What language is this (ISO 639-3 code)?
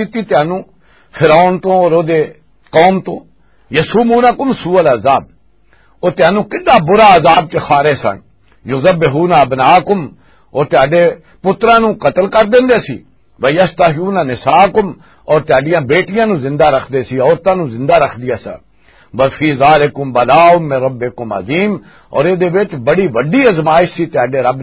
lah